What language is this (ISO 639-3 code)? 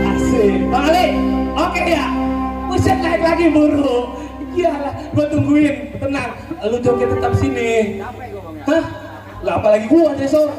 bew